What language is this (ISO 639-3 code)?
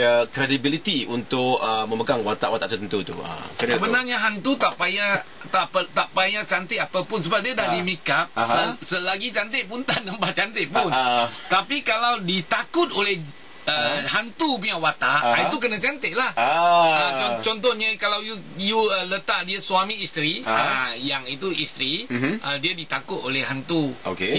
msa